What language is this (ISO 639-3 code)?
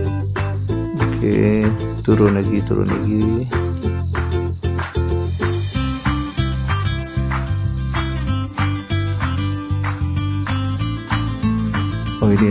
msa